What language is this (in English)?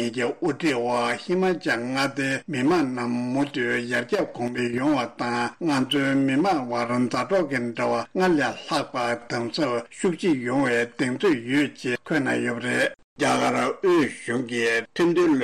Tibetan